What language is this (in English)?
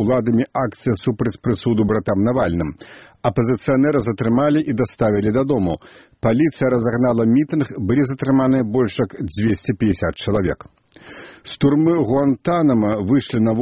Belarusian